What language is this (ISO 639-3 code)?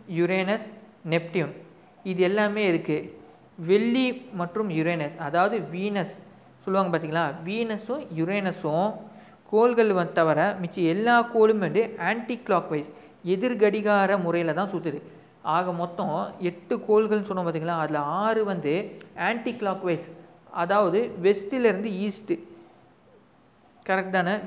tam